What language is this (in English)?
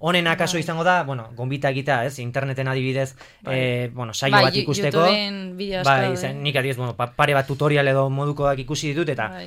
Basque